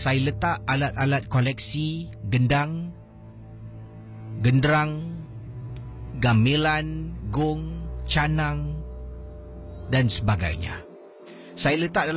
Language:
Malay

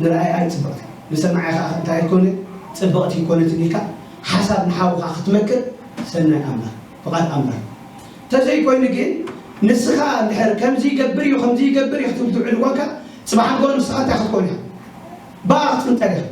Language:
Tigrinya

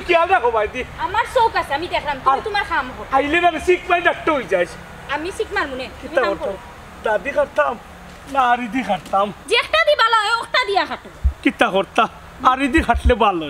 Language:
Sylheti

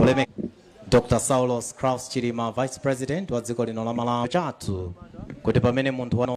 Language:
Nyanja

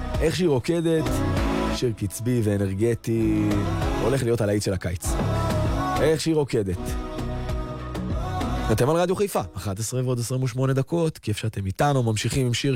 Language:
Hebrew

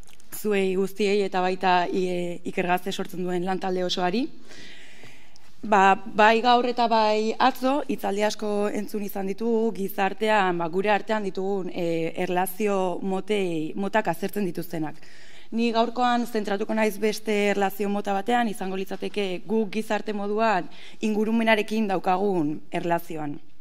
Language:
Basque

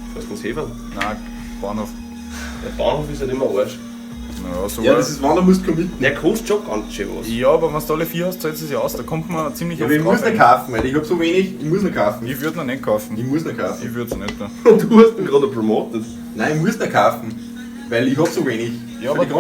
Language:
Bavarian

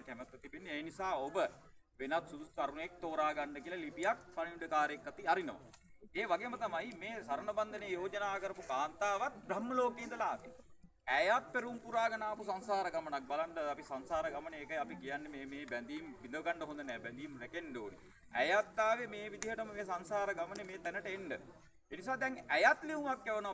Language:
Sinhala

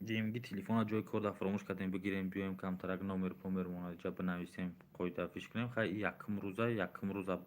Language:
Tajik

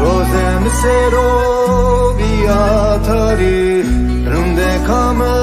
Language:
Zaza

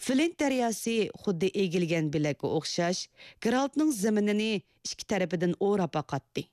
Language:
Uyghur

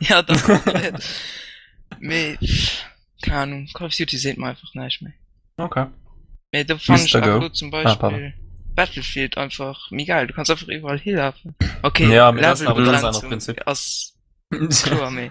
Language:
Luxembourgish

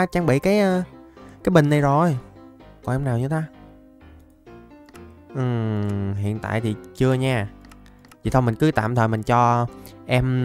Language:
Vietnamese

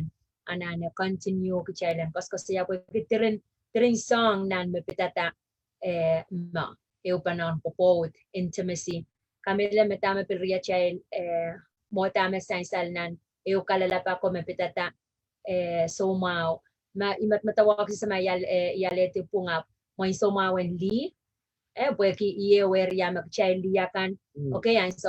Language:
Pohnpeian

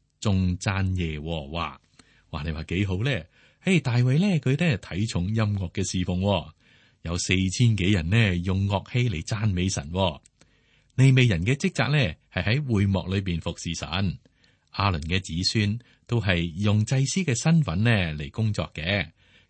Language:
Cantonese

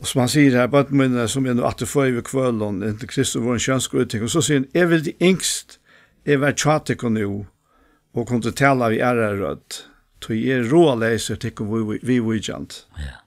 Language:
Faroese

